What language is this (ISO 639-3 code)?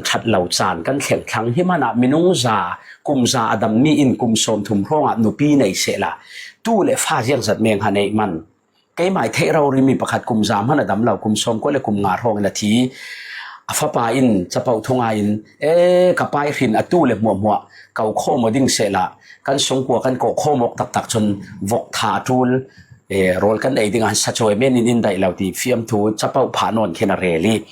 cfm